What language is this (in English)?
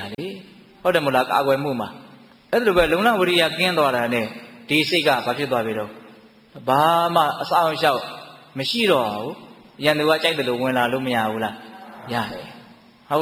Burmese